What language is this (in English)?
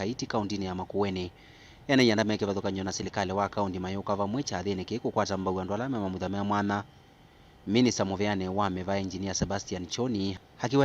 Kamba